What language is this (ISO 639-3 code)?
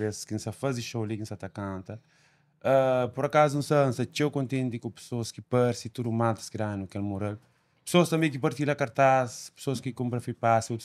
kea